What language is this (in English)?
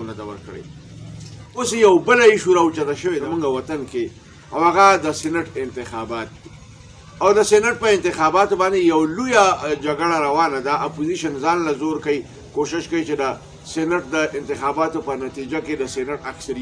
Pashto